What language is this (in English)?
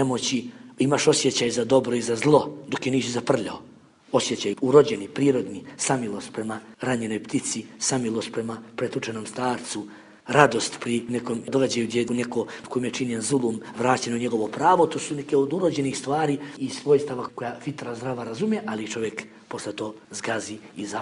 Bosnian